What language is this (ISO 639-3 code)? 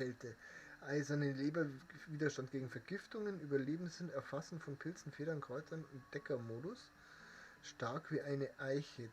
bar